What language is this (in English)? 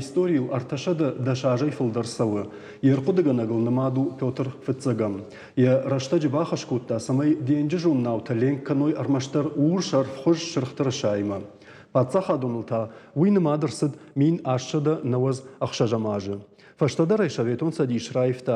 Ossetic